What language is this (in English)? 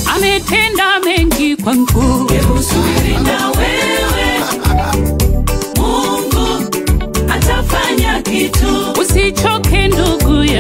Swahili